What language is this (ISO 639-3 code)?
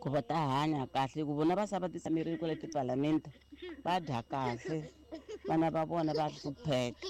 tso